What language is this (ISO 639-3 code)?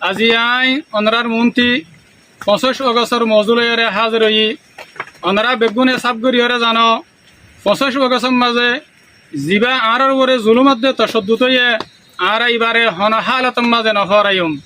rhg